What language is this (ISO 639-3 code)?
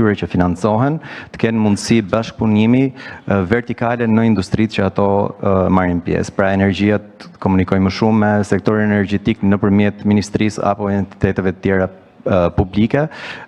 sqi